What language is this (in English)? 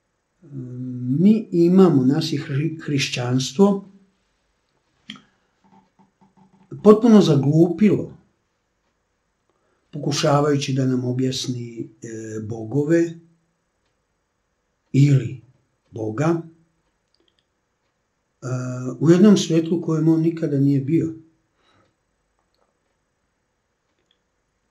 Serbian